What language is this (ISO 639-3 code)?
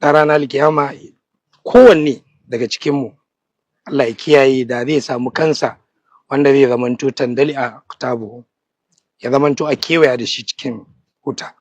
hau